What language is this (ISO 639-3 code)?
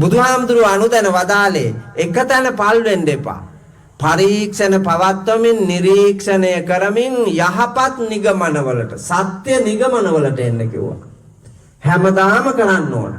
sin